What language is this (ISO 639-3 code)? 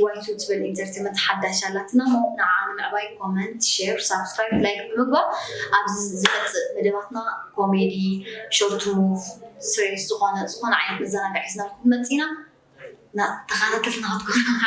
tir